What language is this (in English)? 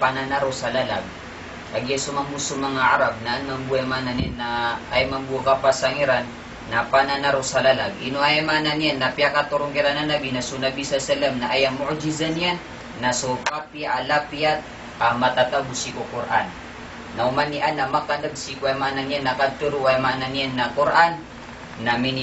Maranao